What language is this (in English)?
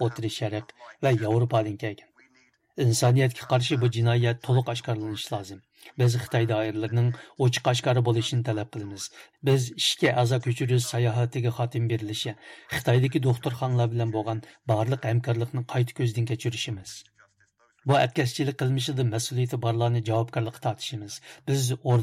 Uyghur